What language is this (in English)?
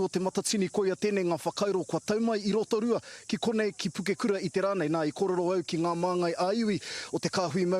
Māori